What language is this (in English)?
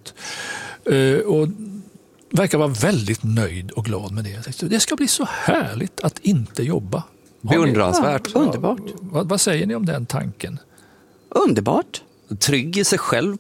Swedish